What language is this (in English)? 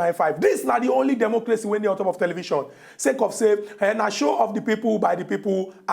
Nigerian Pidgin